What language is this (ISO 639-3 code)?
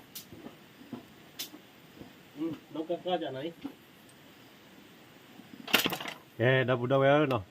ksw